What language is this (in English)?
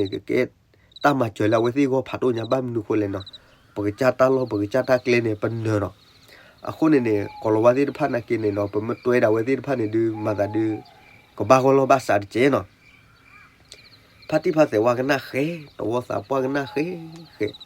S'gaw Karen